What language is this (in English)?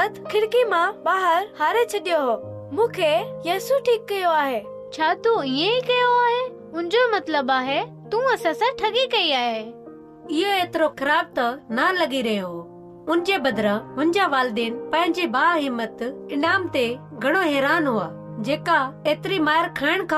Sindhi